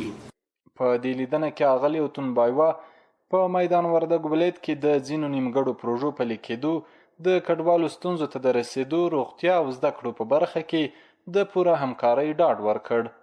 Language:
Pashto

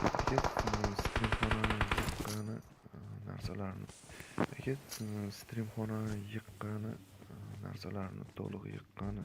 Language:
Kara-Kalpak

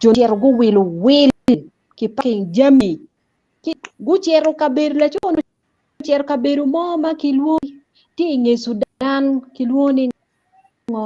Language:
Acoli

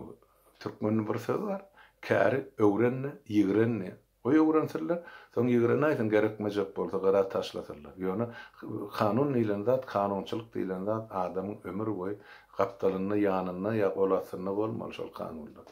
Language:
Turkmen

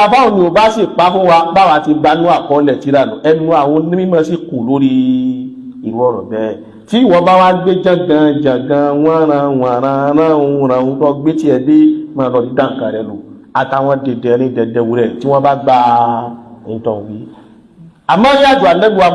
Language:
Yoruba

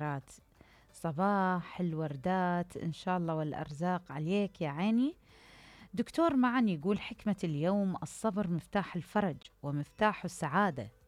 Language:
Mesopotamian Arabic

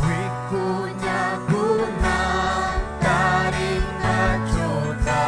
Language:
Ayacucho Quechua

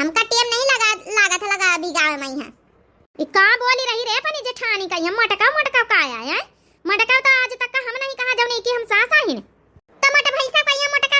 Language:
Awadhi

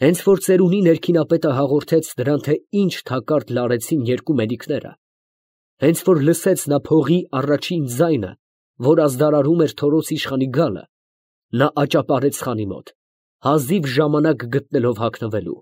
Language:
Armenian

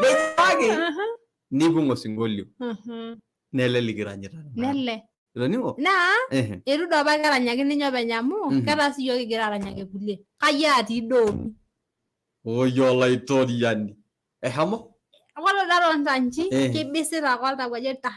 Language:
Masai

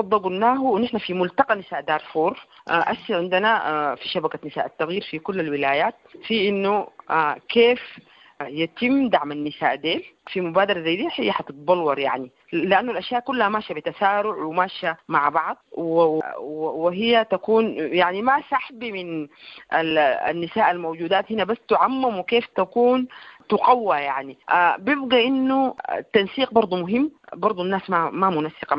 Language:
Sudanese Arabic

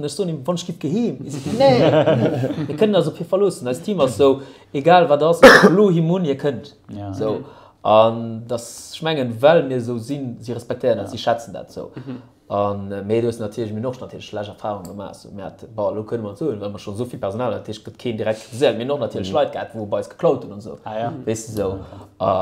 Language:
Luxembourgish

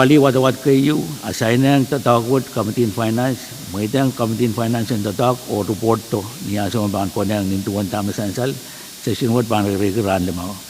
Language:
Pohnpeian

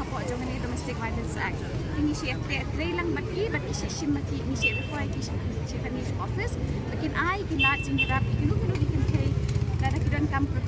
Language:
Khasi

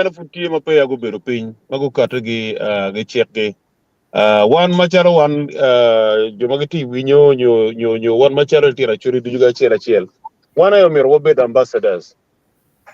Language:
Acoli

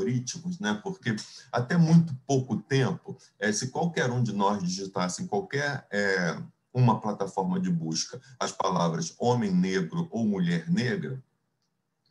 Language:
Portuguese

